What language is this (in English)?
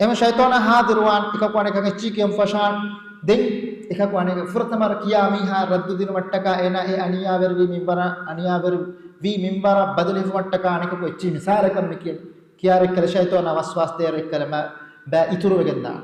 Divehi